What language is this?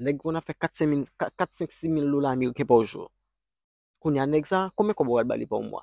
Haitian Creole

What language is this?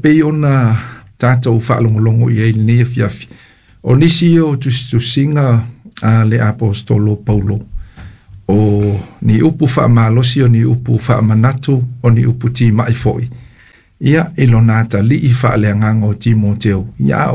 Samoan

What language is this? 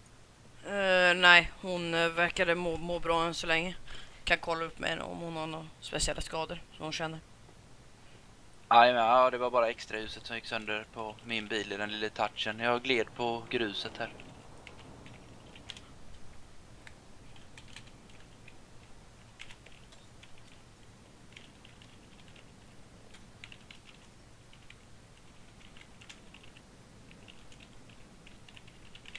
Swedish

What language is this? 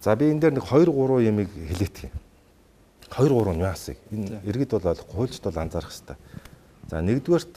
Mongolian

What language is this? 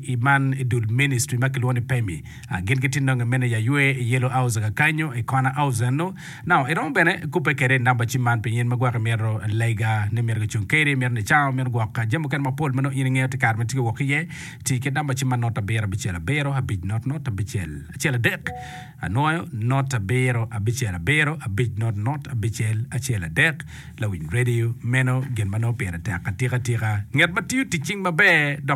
Acoli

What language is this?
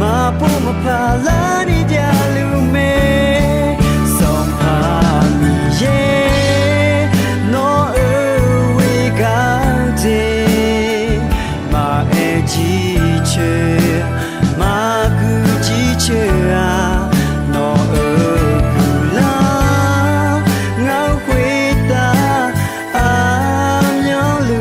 Akha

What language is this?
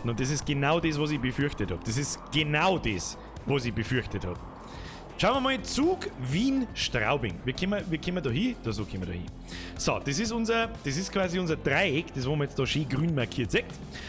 Bavarian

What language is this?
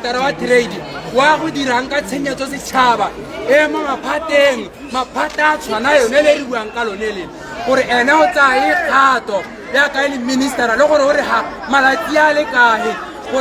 Tswana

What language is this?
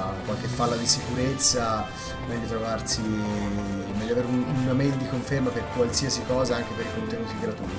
Italian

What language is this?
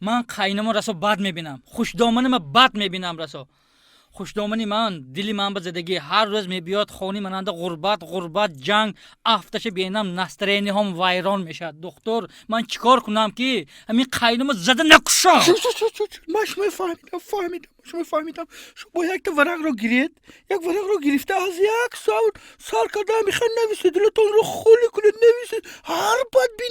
Tajik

